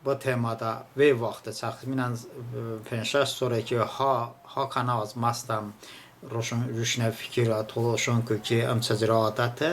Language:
Talysh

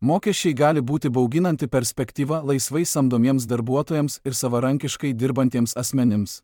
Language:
Lithuanian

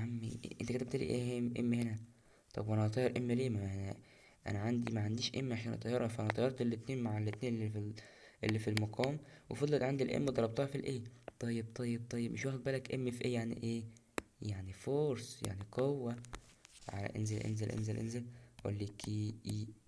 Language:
Egyptian Arabic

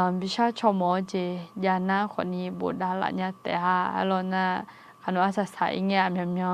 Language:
Akha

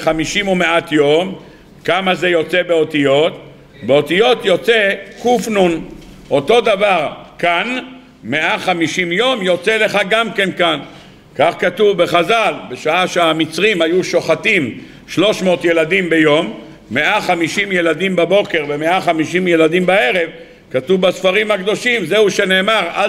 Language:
Hebrew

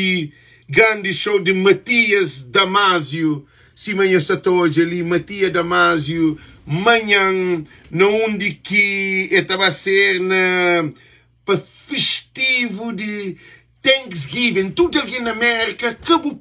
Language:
Kabuverdianu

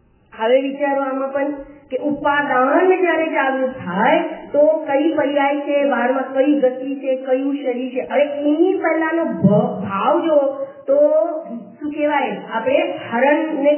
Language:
Gujarati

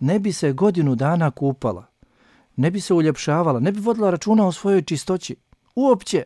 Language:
Bosnian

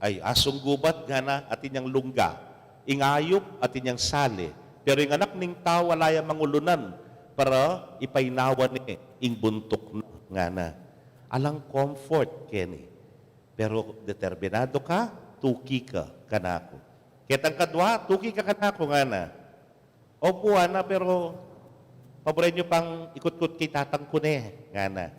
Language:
Pampanga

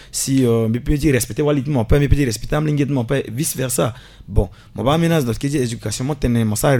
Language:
Sango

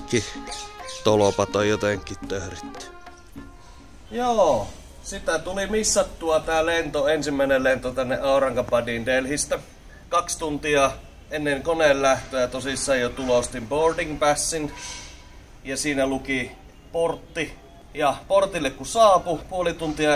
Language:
Finnish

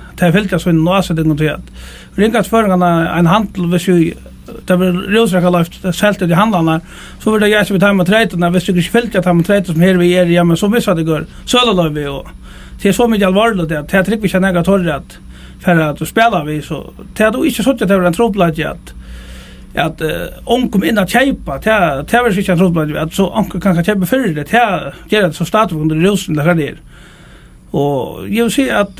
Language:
Faroese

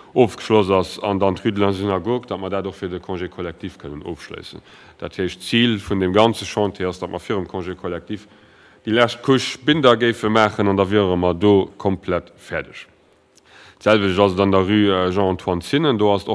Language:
Luxembourgish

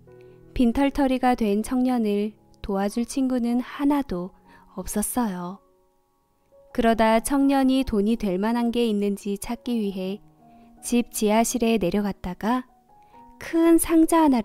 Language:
Korean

